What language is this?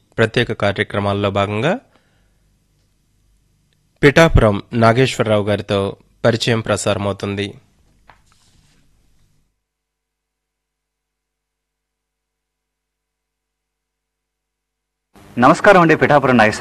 Telugu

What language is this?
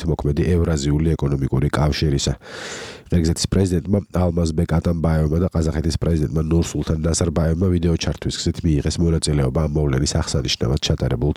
Georgian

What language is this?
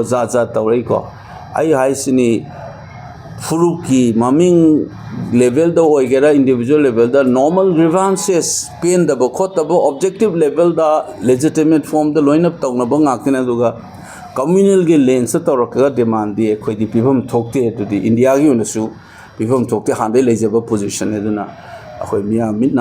Manipuri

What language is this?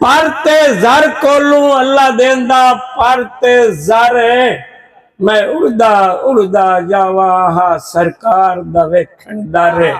Saraiki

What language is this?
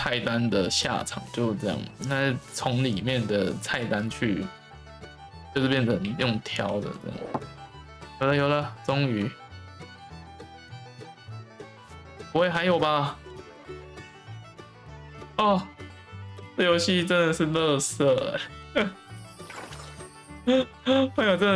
Chinese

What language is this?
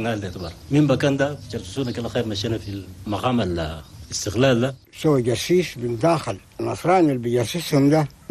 Chadian Arabic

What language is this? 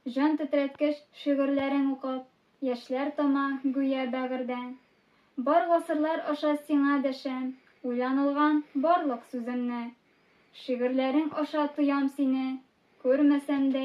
Tatar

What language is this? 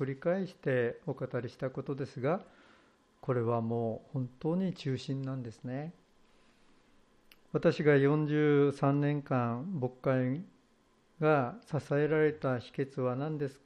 Japanese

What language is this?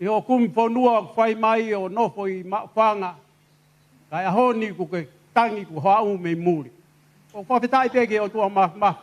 Tongan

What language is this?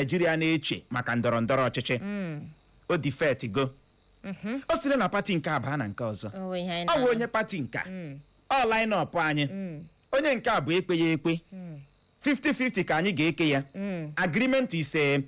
Igbo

